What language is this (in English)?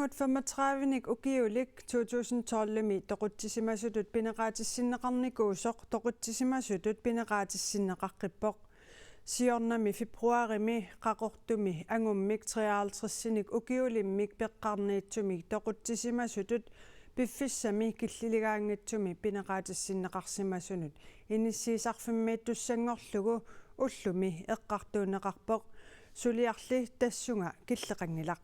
Kalaallisut